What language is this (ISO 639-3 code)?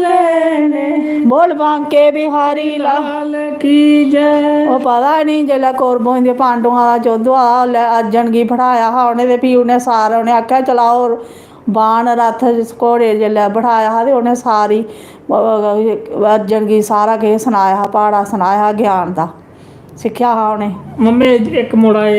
doi